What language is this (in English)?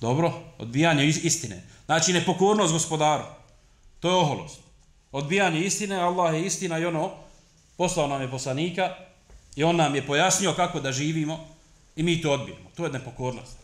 Bosnian